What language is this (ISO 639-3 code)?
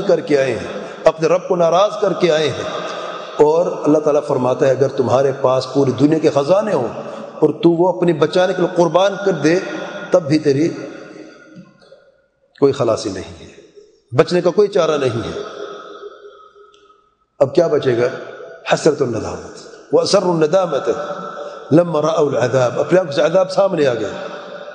urd